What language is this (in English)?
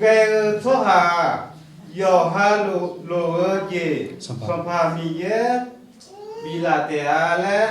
Akha